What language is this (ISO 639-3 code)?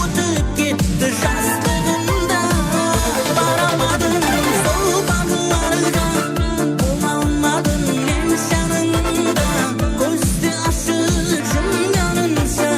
kaa